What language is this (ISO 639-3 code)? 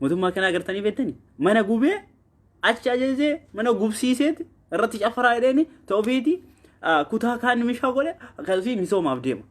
orm